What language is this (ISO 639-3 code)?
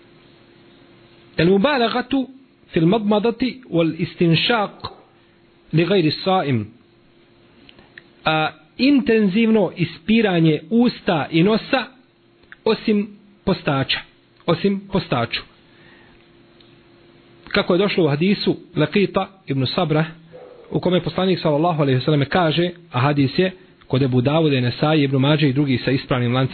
bos